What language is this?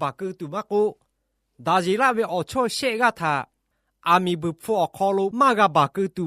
Lahu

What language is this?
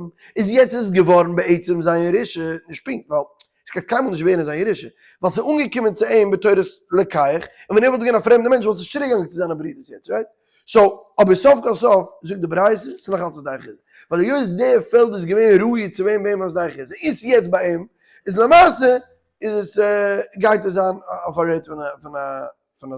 Yiddish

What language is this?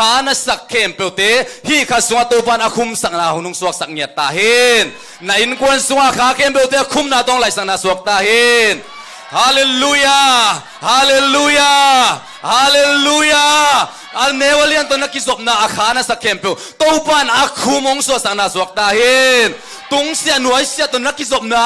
Tedim Chin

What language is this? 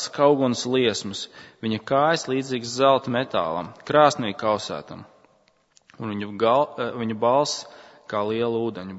Latvian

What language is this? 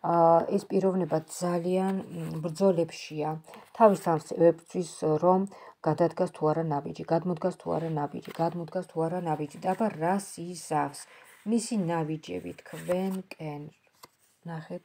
Georgian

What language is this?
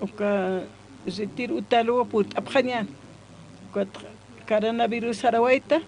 Aymara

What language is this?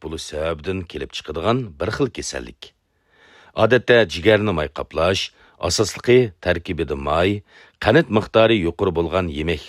Uyghur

